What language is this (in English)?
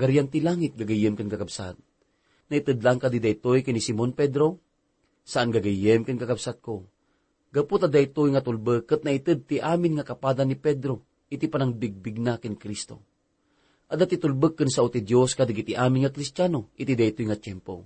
Iloko